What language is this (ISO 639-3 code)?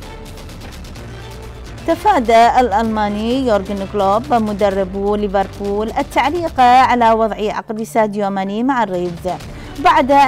ara